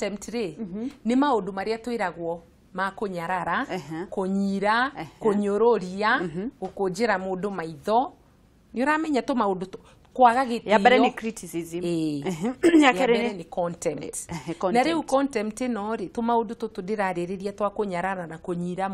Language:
Kikuyu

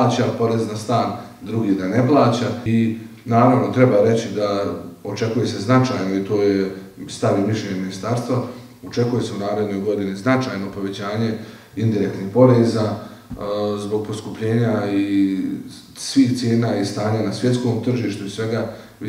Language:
Bosnian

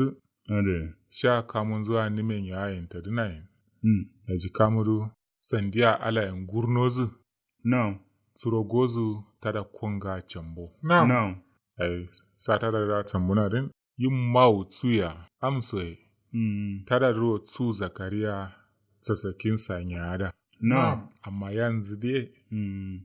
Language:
Kanuri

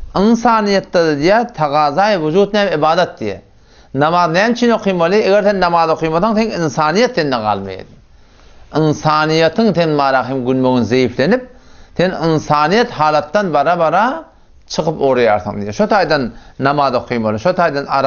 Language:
Turkmen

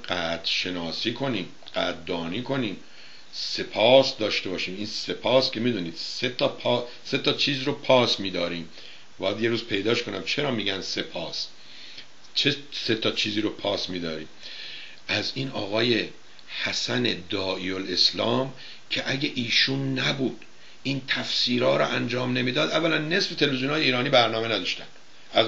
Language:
Persian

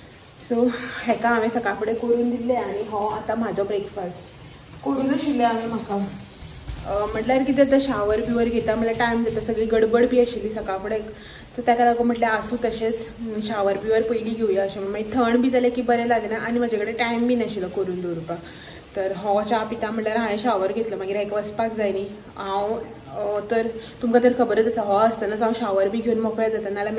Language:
Konkani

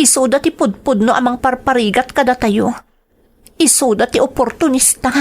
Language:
Iloko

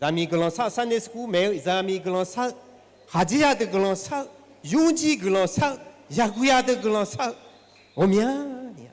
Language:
Akha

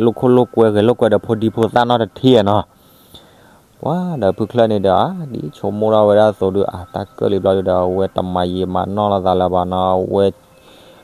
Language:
S'gaw Karen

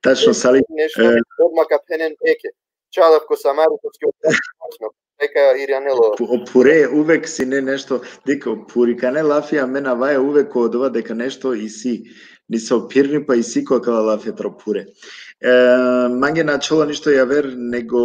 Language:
Balkan Romani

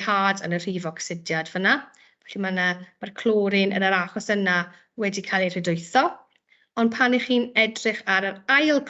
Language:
Welsh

